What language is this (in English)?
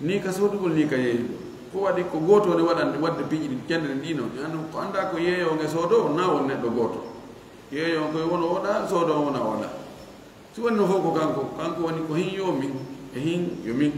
Fula